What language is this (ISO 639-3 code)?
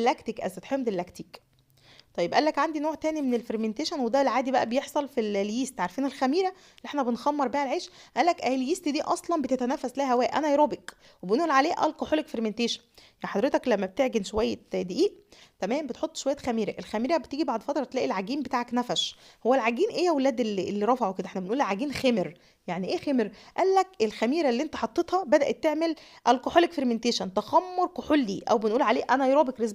arz